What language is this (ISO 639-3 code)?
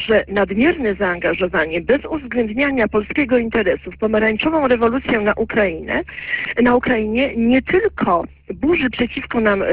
pol